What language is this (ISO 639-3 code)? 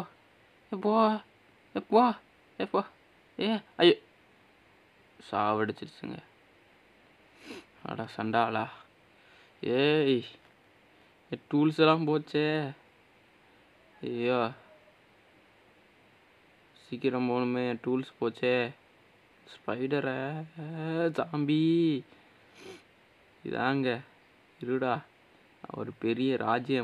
tam